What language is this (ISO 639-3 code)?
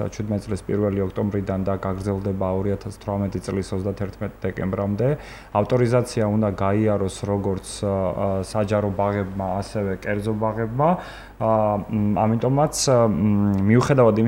kat